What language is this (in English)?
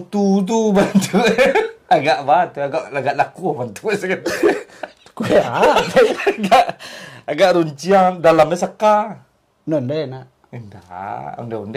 Minangkabau